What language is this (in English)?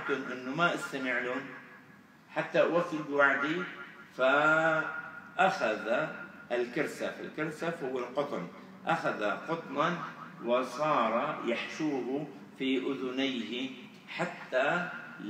Arabic